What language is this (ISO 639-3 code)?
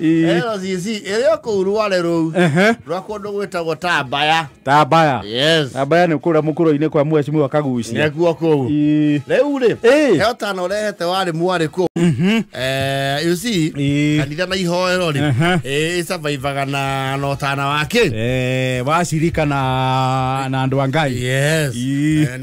kik